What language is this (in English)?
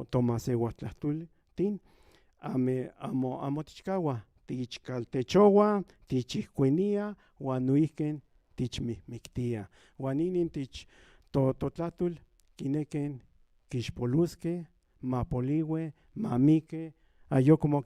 Central Nahuatl